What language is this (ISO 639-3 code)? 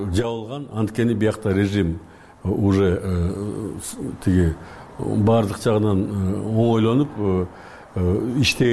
kir